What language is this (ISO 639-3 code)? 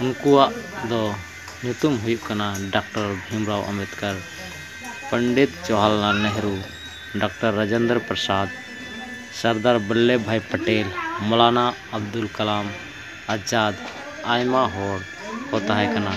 sat